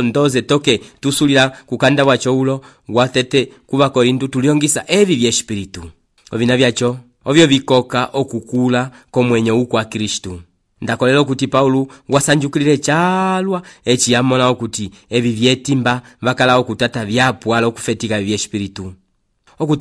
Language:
Umbundu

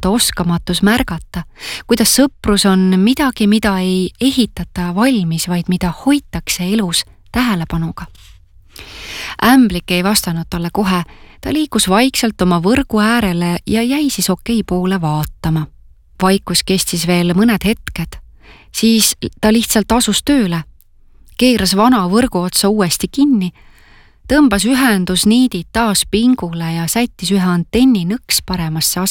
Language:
Estonian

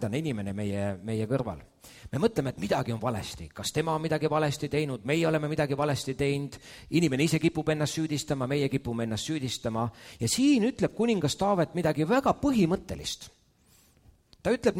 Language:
Estonian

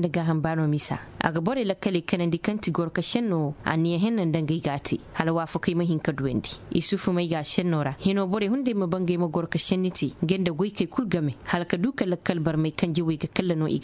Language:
Koyraboro Senni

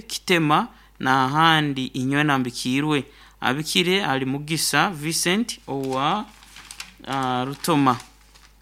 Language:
Nyoro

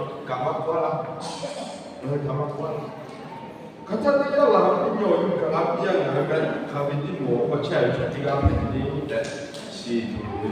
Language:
Lahu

